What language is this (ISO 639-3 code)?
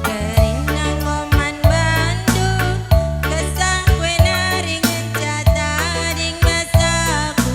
btx